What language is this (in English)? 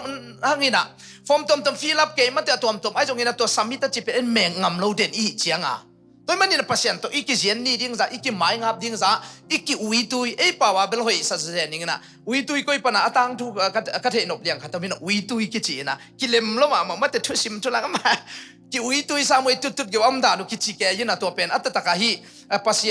Tedim Chin